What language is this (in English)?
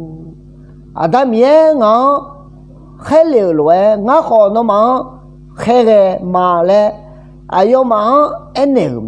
Akha